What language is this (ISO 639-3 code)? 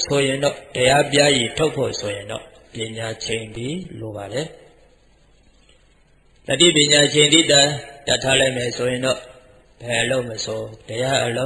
mya